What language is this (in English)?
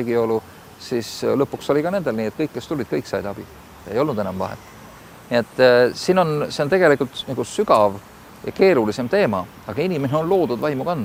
Estonian